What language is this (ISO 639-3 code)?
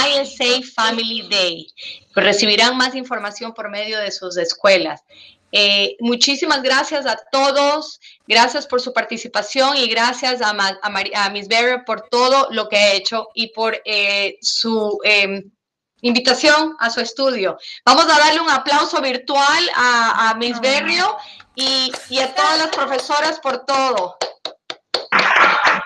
spa